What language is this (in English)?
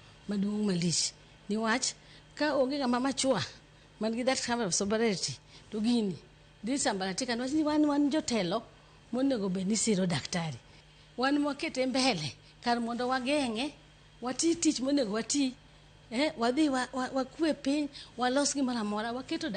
Luo (Kenya and Tanzania)